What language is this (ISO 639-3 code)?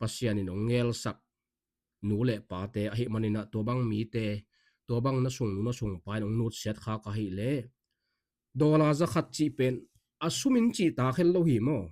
ctd